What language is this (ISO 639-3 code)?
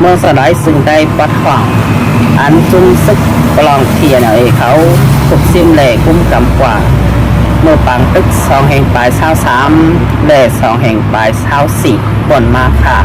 shn